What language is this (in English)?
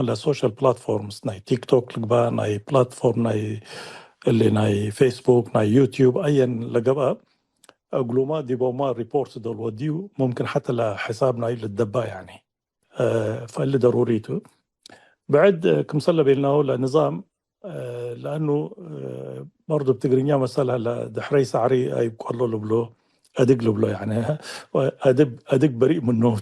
Tigre